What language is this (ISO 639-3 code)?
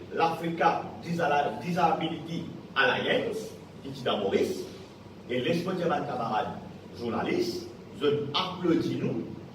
mfe